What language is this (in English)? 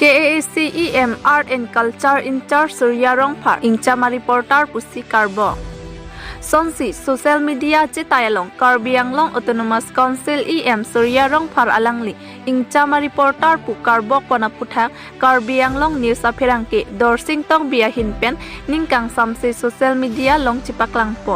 Karbi